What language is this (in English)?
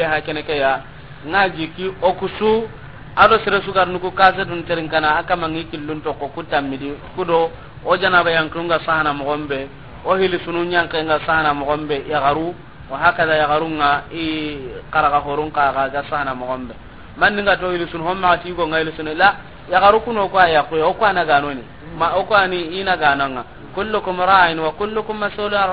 Soninke